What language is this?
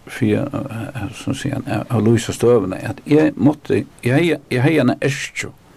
Faroese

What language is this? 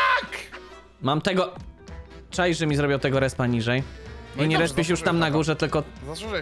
Polish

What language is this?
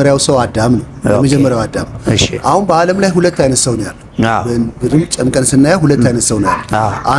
Amharic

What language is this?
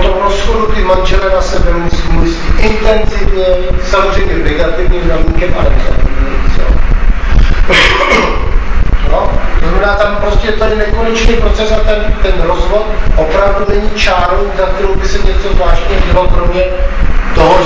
Czech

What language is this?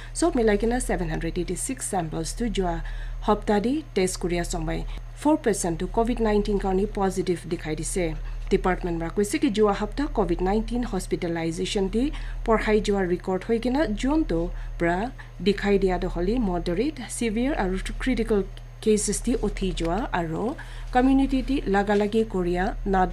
Naga Pidgin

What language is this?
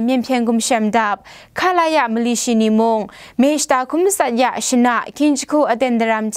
Kachin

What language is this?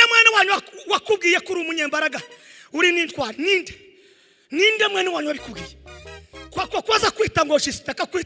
Kinyarwanda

